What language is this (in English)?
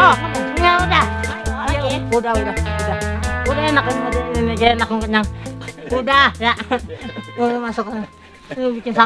Betawi